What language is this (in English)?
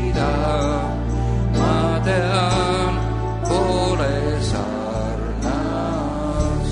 Estonian